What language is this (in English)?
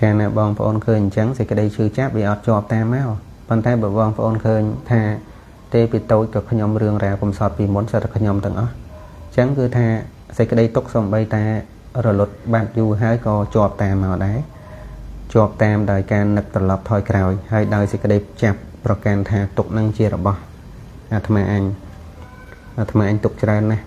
Khmer